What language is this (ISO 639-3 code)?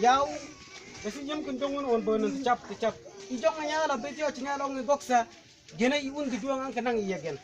mfz